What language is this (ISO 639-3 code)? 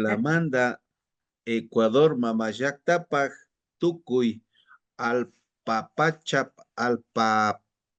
qvi